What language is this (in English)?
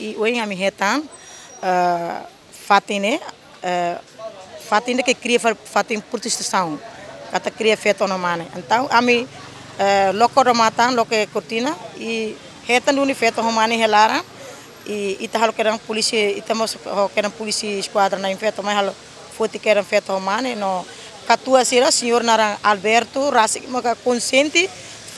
Tetum